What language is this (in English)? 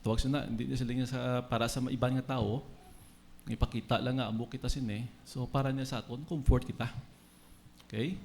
Hiligaynon